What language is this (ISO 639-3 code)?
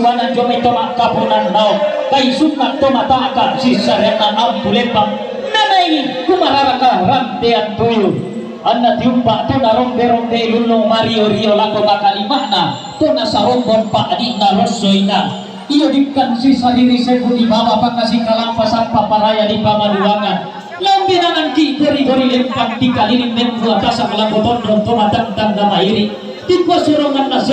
sda